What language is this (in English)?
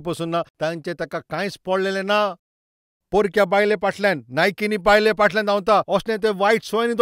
Konkani